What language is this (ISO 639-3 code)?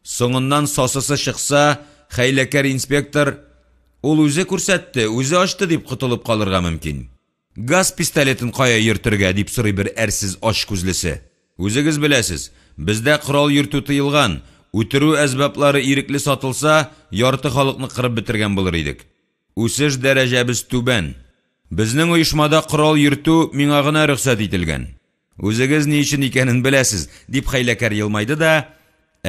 tat